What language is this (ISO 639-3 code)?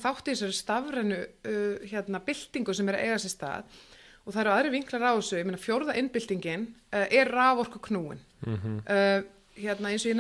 isl